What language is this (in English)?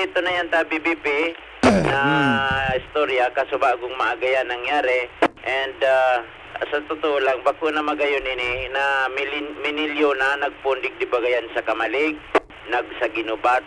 Bikol